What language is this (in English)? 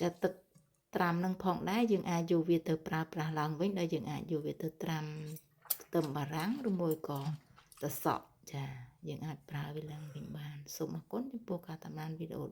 Khmer